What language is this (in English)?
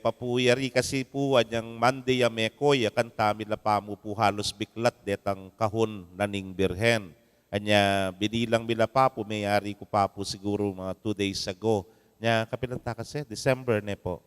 Pampanga